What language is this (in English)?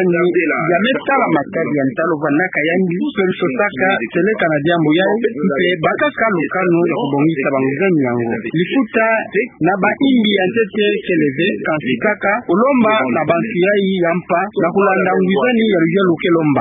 Kituba (Democratic Republic of Congo)